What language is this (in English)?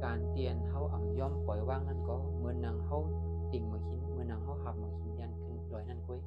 Shan